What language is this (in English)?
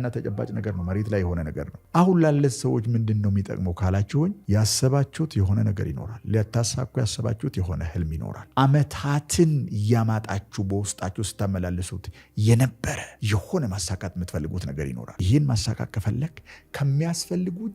Amharic